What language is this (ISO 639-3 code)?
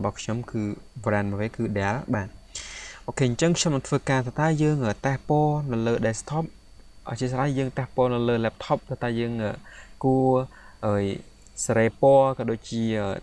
khm